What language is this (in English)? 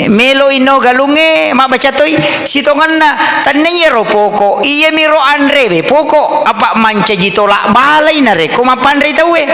Buginese